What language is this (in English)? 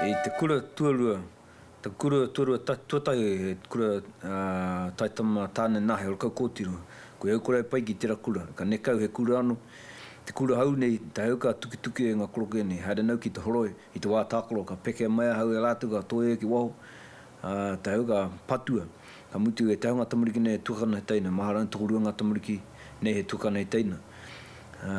Māori